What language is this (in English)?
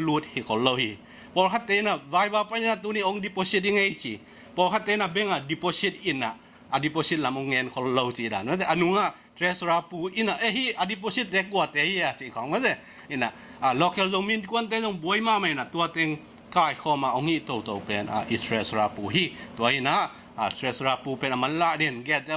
Tedim Chin